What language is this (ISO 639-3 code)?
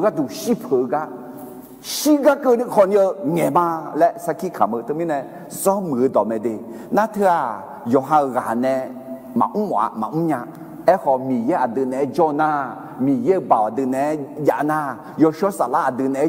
ahk